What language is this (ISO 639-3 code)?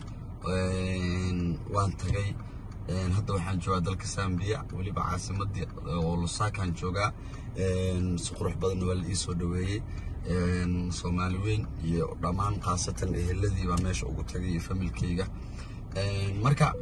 som